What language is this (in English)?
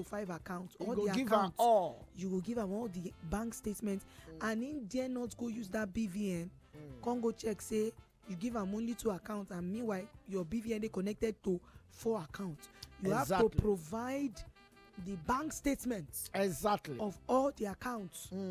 Nigerian Pidgin